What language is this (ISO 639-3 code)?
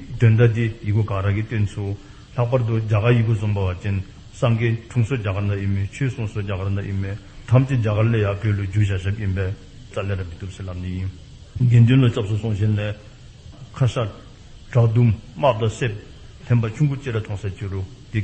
dzo